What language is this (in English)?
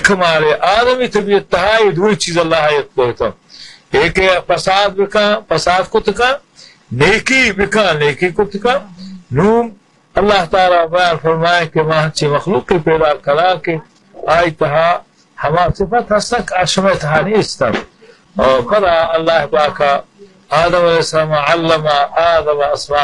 Baluchi